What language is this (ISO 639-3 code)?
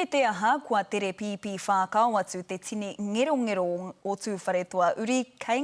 mri